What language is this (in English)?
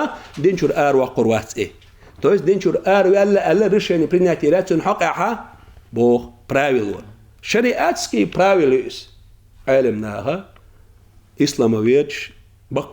Chechen